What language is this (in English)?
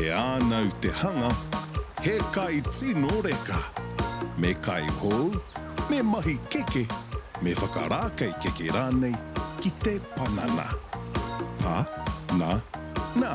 Māori